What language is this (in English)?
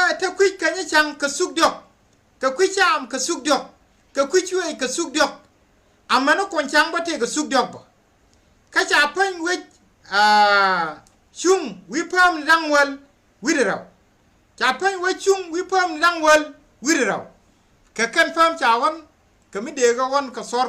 Nuer